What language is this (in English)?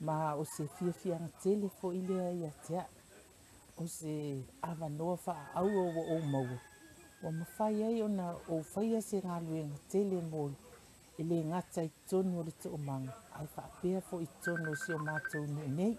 Samoan